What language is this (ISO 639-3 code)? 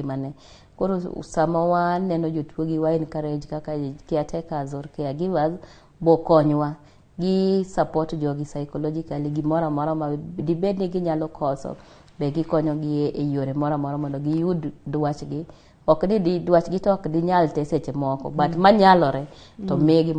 luo